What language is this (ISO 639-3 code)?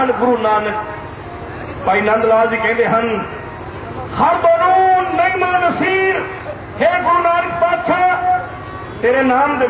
pan